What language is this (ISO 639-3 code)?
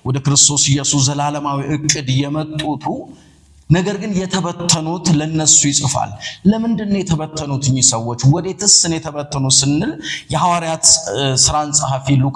amh